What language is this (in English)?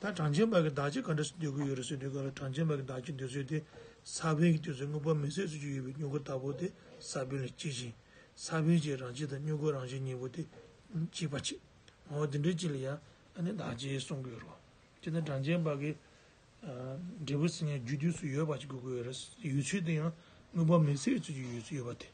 Tibetan